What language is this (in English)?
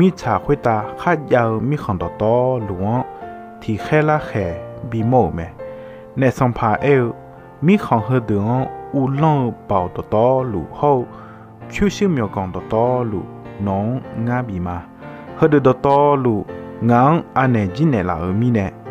Akha